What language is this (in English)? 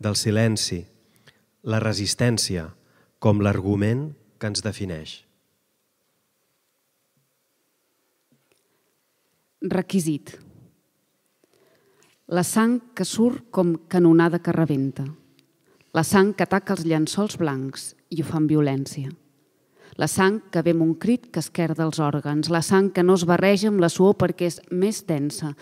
Catalan